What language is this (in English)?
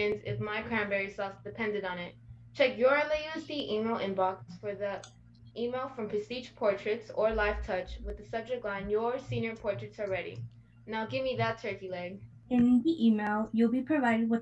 English